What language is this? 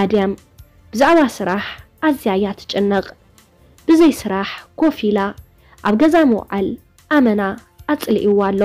Tigrinya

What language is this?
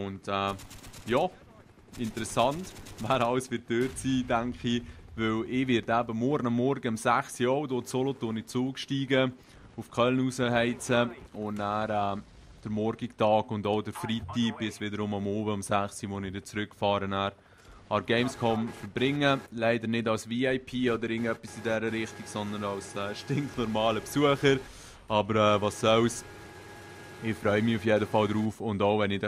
Swiss German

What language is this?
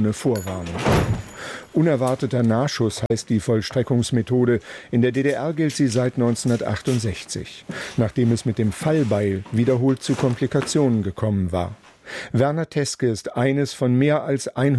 German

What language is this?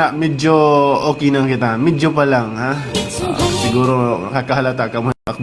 Waray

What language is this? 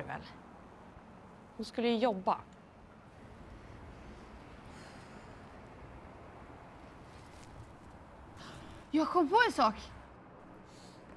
Swedish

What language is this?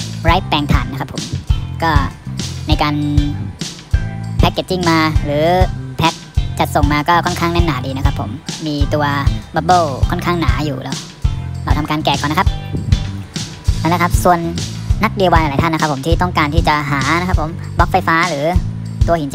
Thai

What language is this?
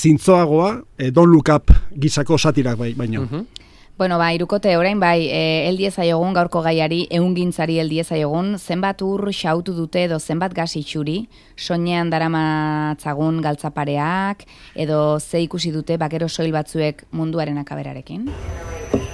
Basque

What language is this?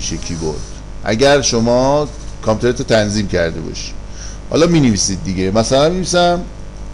Persian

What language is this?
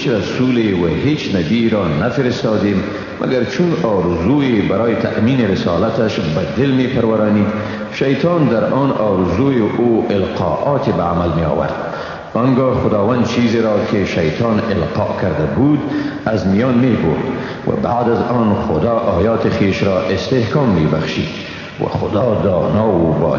Persian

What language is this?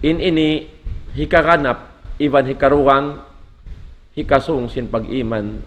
Tausug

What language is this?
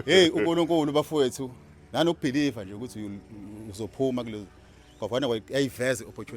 Zulu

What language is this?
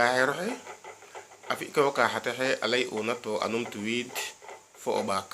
Serer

